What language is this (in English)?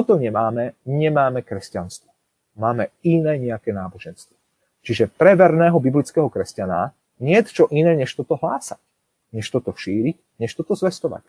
Slovak